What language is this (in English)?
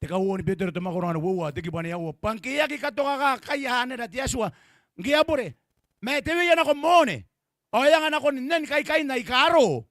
Gilbertese